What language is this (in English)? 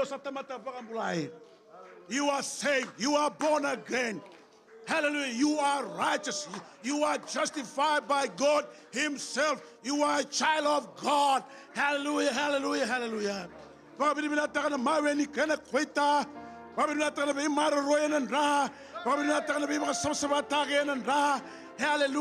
Fijian